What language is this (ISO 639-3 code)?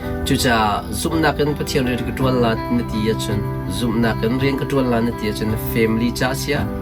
cnh